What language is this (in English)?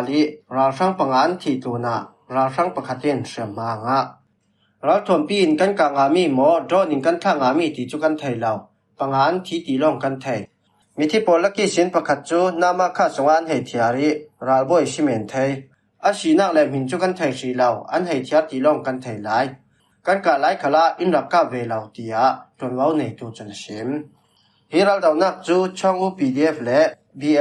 Falam Chin